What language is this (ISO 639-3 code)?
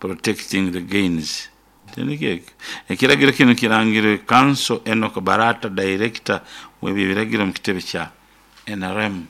nyo